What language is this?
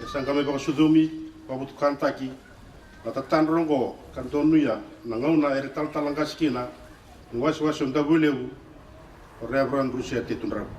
Fijian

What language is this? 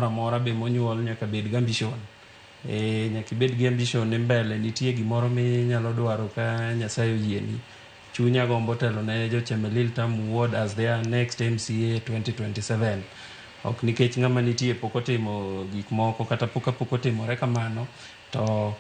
Luo (Kenya and Tanzania)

